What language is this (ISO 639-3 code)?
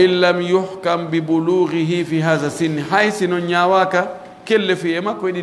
fuf